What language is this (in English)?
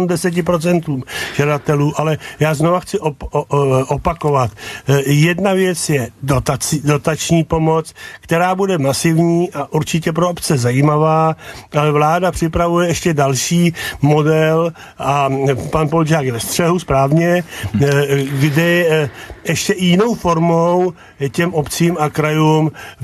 Czech